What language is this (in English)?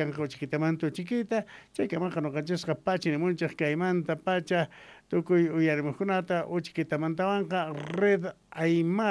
South Bolivian Quechua